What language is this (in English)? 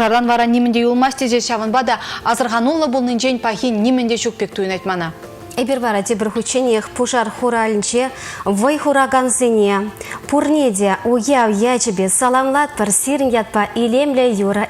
Chuvash